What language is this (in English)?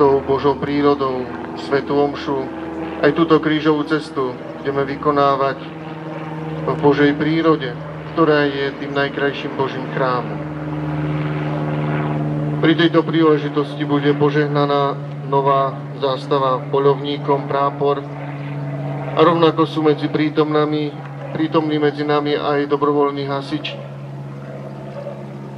Slovak